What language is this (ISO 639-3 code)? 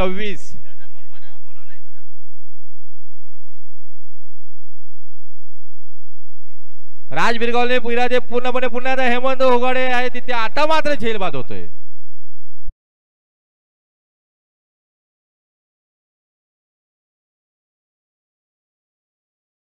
mar